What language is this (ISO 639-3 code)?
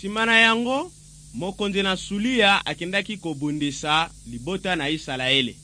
lin